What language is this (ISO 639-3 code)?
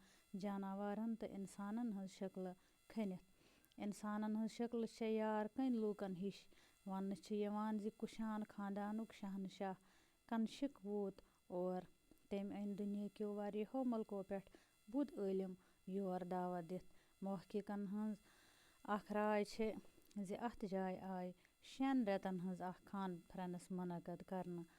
kas